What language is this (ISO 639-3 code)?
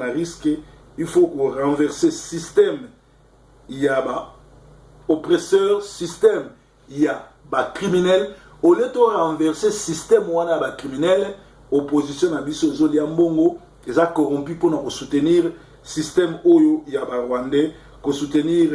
lin